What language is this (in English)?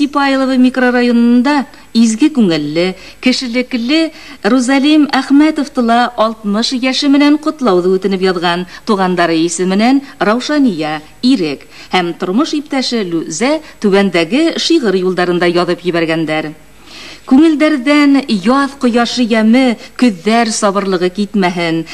Bashkir